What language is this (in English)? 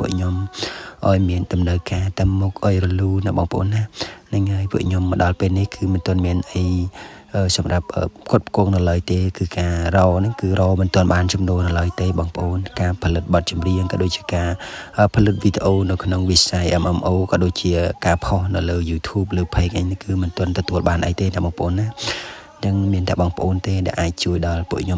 Khmer